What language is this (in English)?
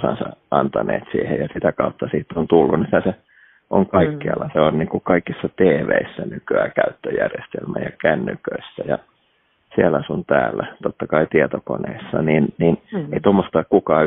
Finnish